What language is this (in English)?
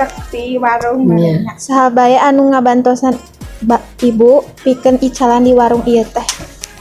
Sundanese